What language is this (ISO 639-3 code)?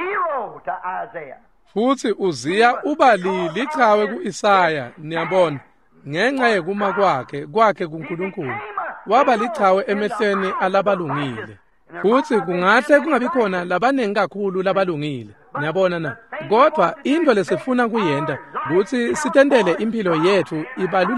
ssw